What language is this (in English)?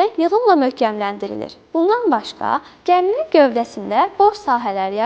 Azerbaijani